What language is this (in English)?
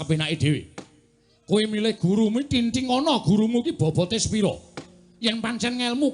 Javanese